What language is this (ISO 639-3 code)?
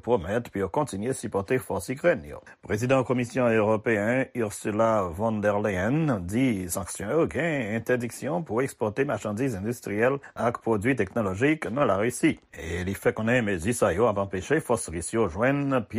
hat